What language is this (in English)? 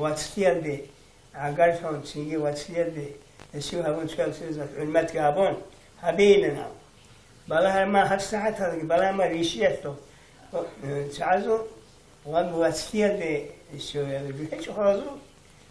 Avaric